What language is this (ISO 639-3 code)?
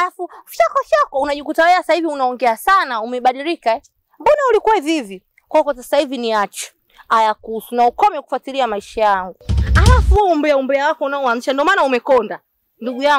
swa